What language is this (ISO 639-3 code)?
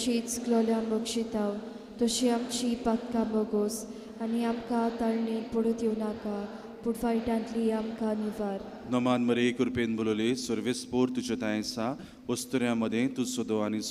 kok